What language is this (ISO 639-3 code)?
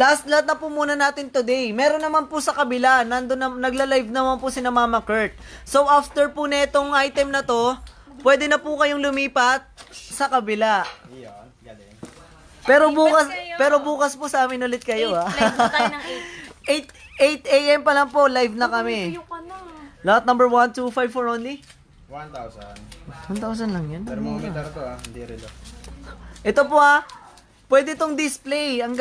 fil